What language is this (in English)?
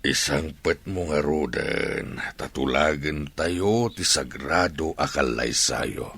Iloko